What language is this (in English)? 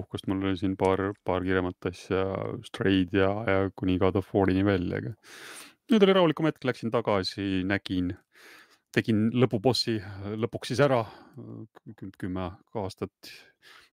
Estonian